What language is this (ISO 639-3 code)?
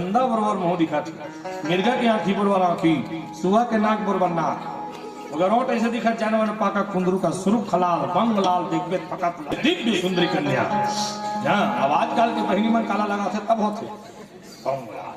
hne